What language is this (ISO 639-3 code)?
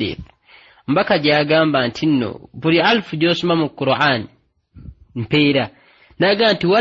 lug